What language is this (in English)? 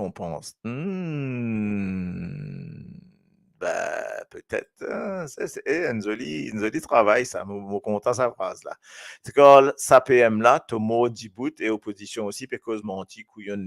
Morisyen